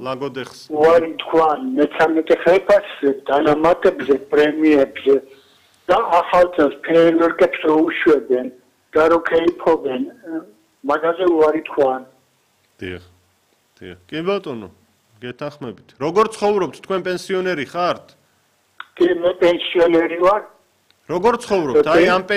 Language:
Georgian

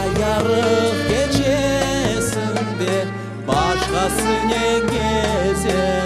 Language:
Crimean Tatar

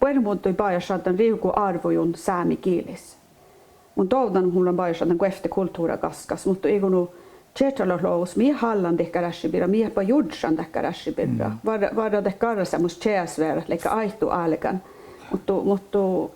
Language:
Northern Sami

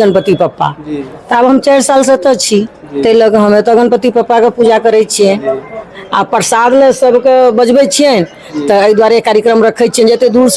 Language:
Maithili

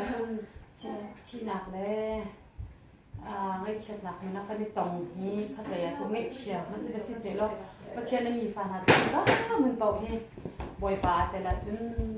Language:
Hakha Chin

